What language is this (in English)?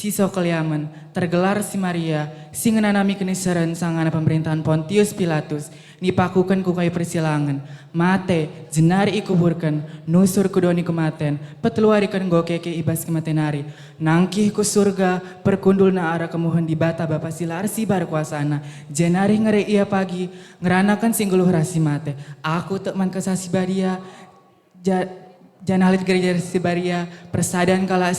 Batak Karo